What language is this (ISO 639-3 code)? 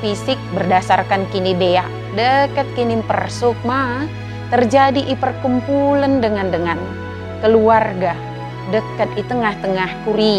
btd